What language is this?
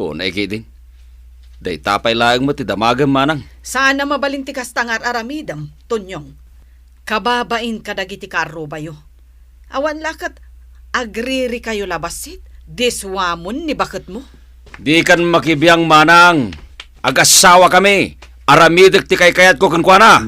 Iloko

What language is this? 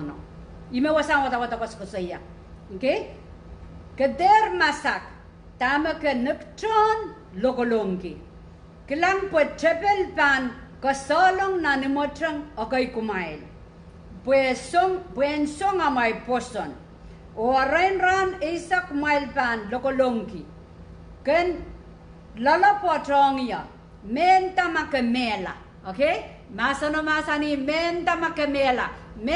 Pohnpeian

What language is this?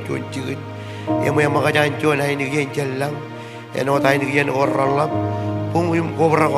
Marshallese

